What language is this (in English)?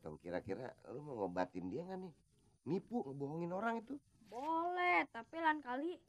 Betawi